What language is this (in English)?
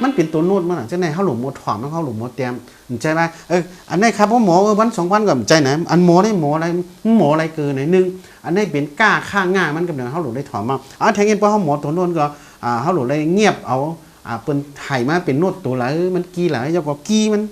Shan